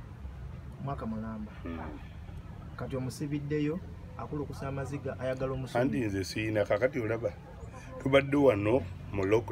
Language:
Ganda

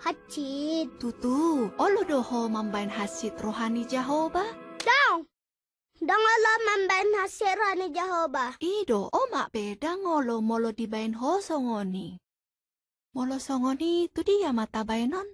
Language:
Batak Toba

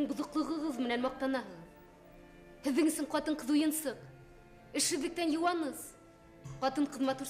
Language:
Bashkir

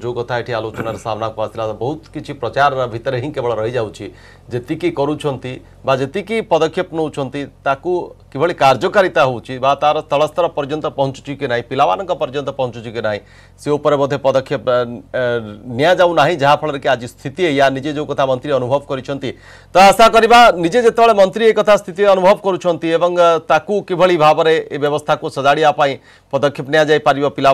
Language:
Odia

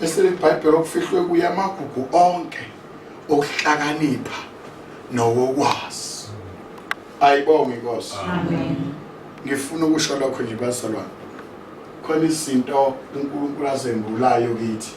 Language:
Zulu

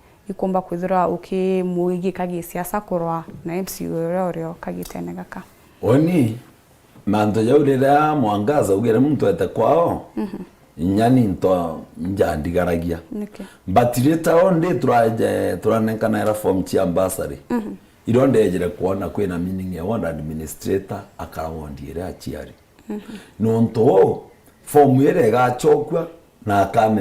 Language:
Meru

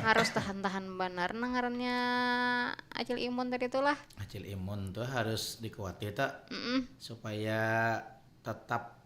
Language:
Banjar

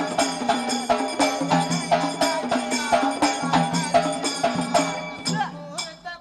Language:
Marathi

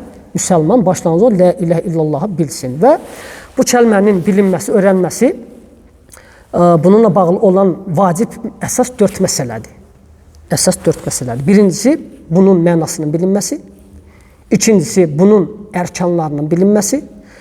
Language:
Azerbaijani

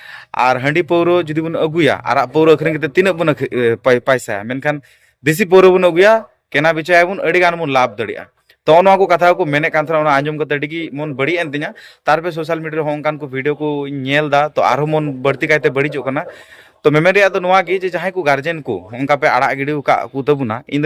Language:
Santali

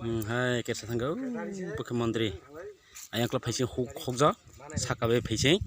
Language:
Kok Borok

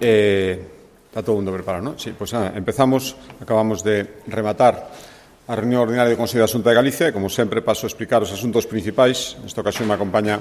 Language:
Galician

